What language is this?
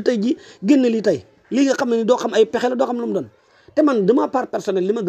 Wolof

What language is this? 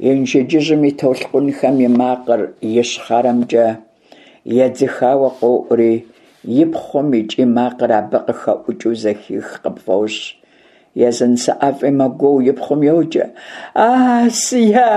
Kabardian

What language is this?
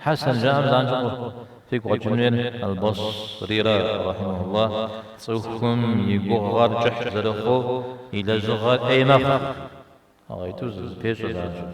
Kabardian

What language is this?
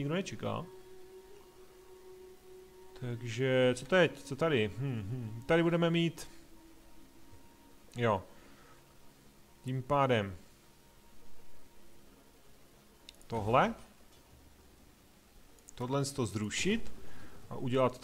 Czech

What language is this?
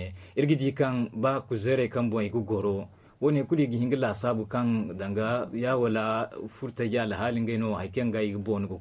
Zarma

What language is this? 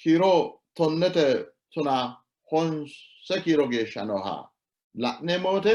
Sidamo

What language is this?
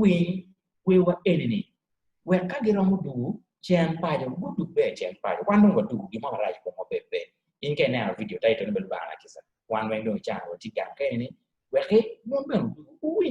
Acoli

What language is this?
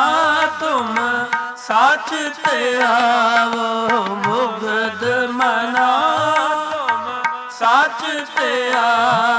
Punjabi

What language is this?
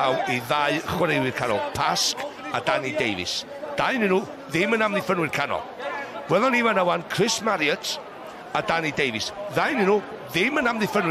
Welsh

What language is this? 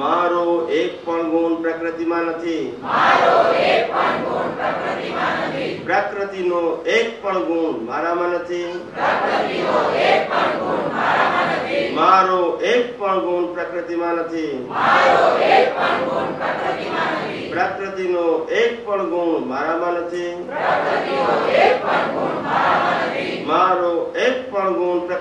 Gujarati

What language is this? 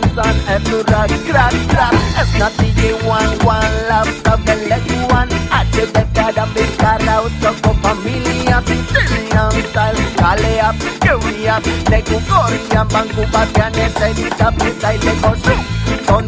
Basque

